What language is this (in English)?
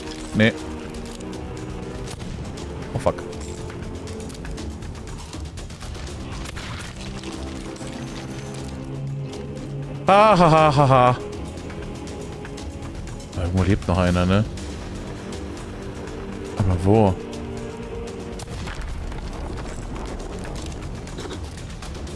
German